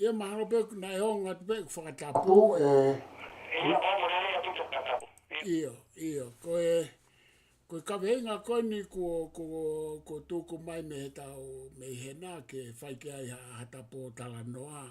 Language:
Tongan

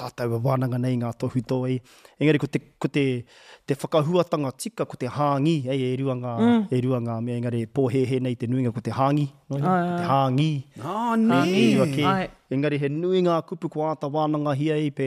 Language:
Māori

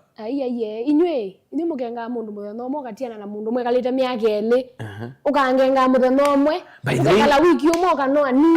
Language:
Kamba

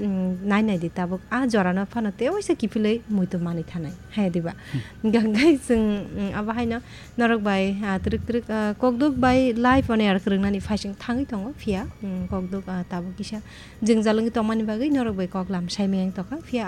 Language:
Kok Borok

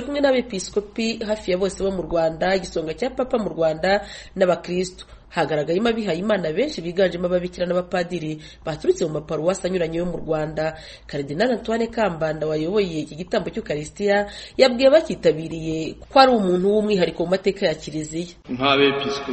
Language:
Kinyarwanda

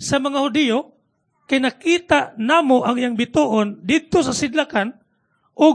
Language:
Cebuano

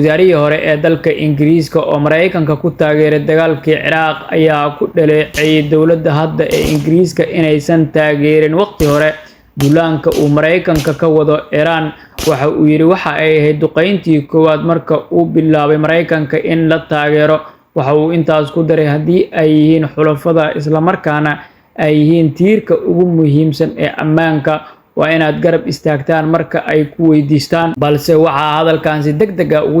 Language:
Somali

